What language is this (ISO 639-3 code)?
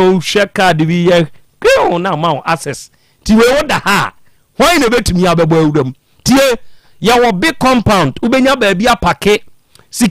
aka